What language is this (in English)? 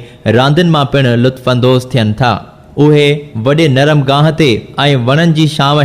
Sindhi